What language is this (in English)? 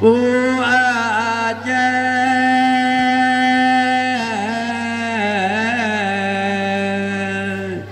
Achinese